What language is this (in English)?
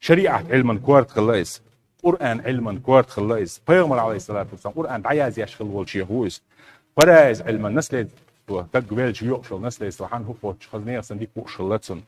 Chechen